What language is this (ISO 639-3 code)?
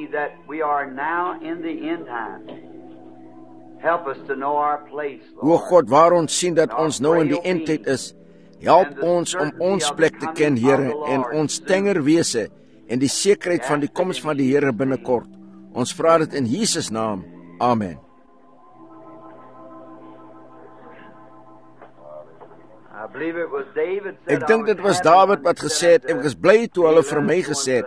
afr